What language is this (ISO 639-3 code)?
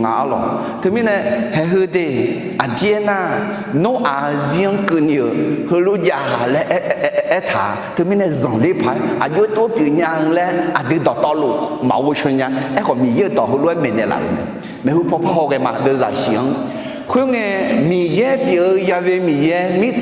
ahk